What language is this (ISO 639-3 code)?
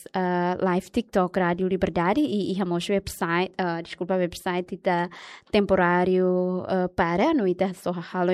tet